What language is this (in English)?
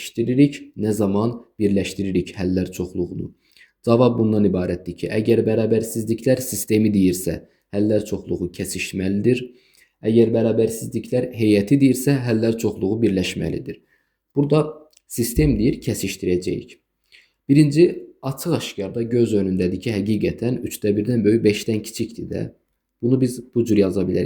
Azerbaijani